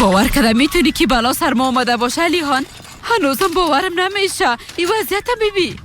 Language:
Persian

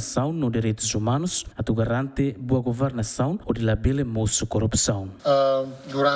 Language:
Tetum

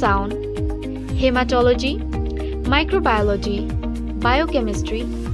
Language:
Karbi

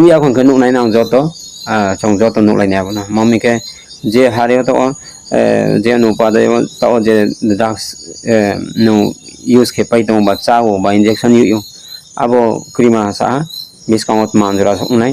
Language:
Riang (India)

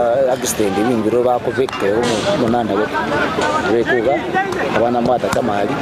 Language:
Gusii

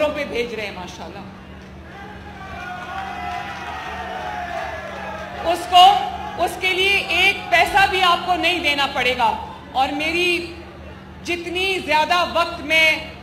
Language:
Urdu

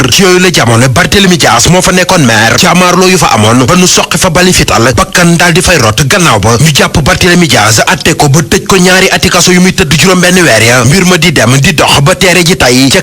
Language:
Wolof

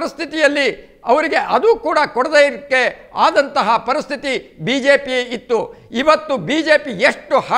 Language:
Kannada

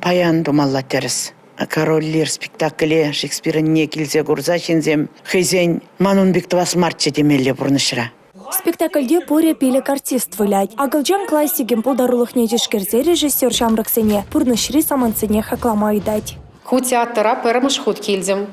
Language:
Chuvash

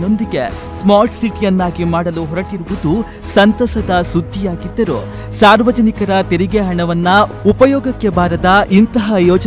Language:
Kannada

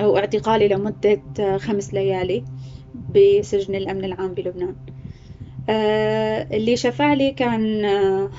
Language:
North Levantine Arabic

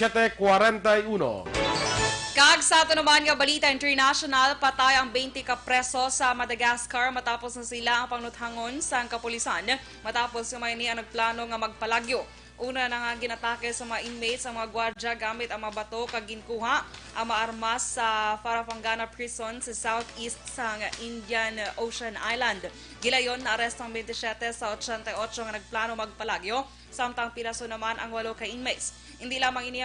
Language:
Hiligaynon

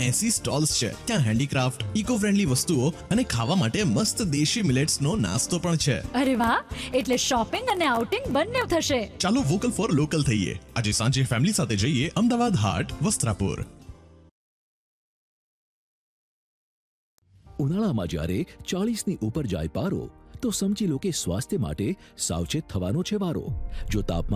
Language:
Gujarati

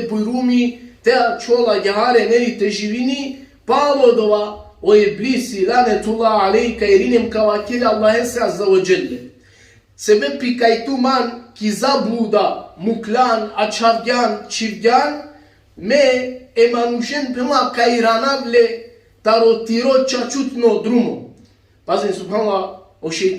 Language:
Balkan Romani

